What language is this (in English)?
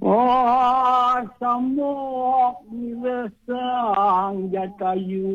Balinese